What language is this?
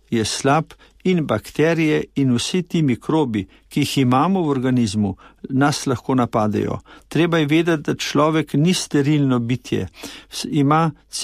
Slovenian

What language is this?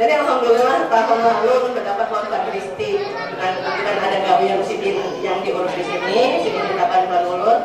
Banjar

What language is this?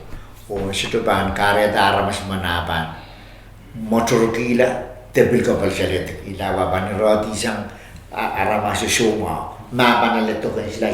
Pohnpeian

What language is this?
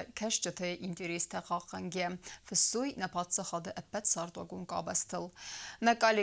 Ossetic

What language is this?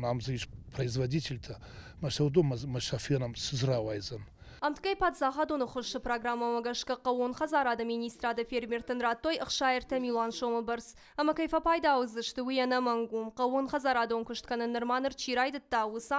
Ossetic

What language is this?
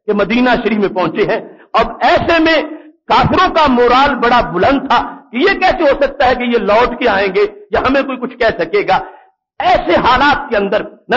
Urdu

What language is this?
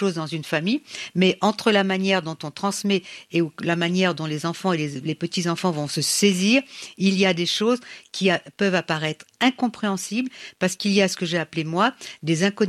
French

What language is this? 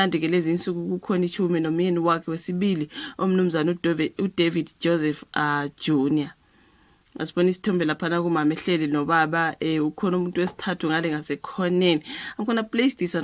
Zulu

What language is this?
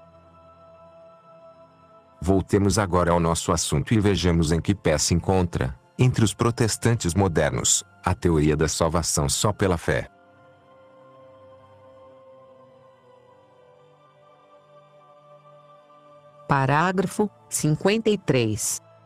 Portuguese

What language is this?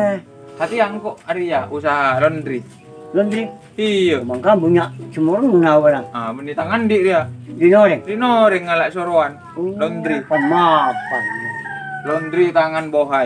Madurese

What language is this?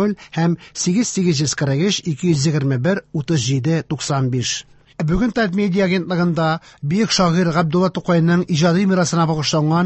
Tatar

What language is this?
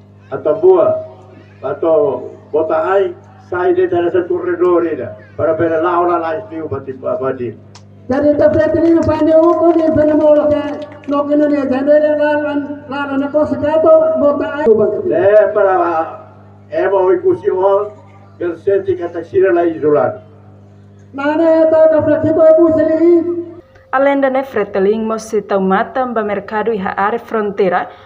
Tetum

